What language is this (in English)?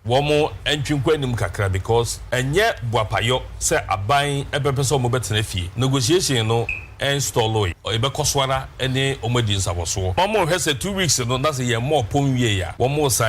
Akan